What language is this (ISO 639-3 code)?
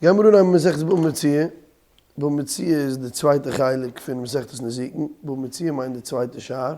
yid